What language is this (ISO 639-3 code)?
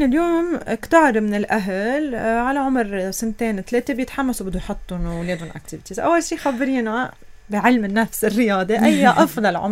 apc